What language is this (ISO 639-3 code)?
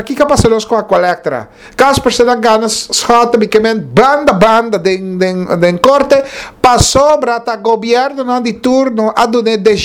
pap